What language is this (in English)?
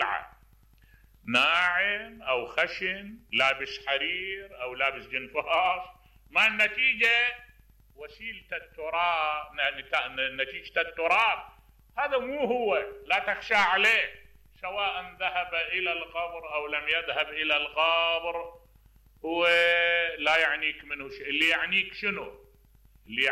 Mesopotamian Arabic